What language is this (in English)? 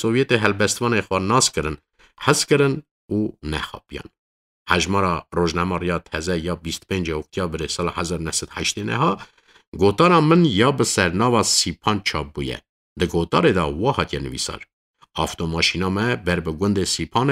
Kurdish